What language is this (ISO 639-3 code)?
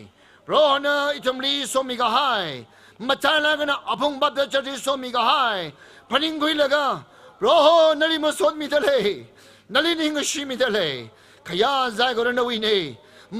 nmf